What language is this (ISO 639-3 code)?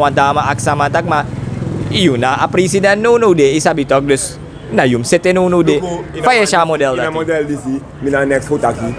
srn